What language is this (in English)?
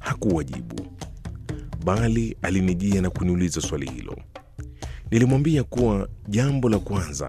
Swahili